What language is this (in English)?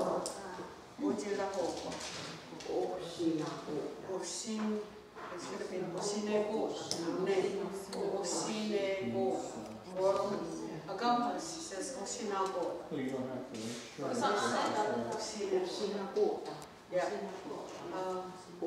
Mohawk